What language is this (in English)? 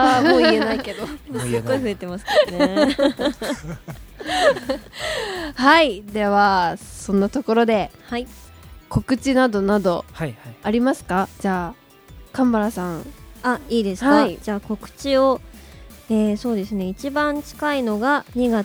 Japanese